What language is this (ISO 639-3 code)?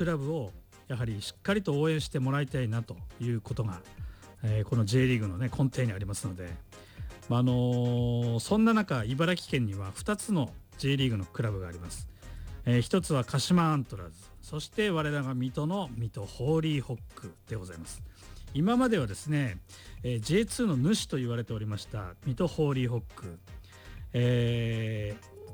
jpn